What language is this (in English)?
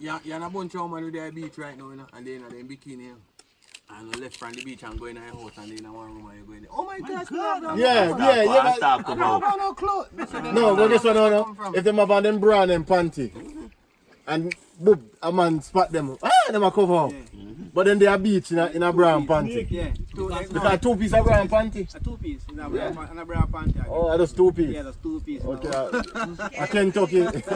Jamaican Creole English